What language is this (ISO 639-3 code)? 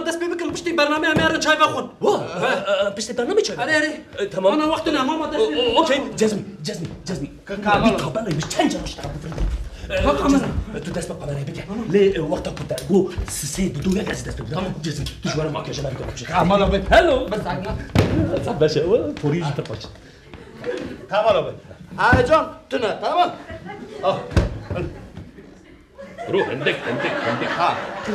fas